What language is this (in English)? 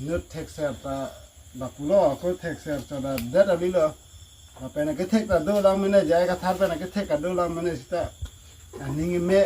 Karbi